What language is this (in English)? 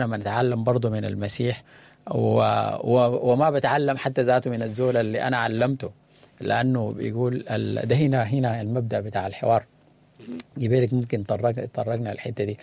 Sudanese Arabic